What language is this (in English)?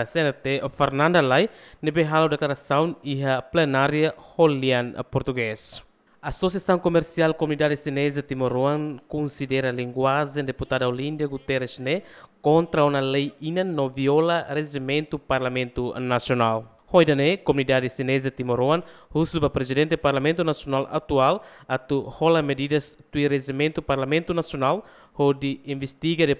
Tetum